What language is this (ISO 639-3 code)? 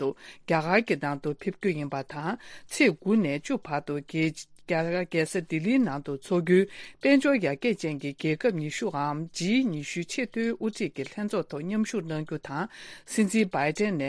bod